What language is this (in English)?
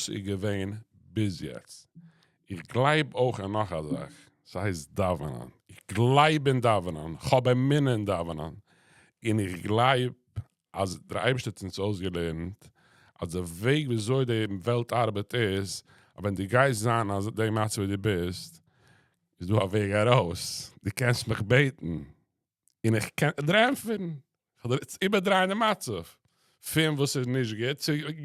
Yiddish